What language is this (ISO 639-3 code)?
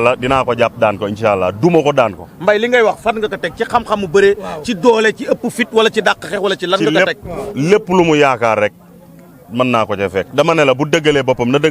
wol